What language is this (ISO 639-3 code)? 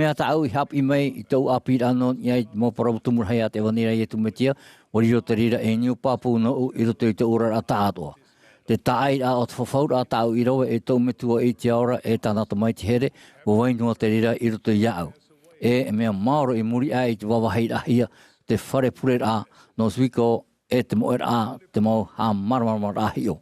tah